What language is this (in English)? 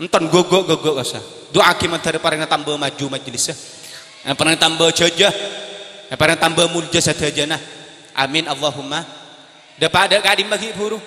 Madurese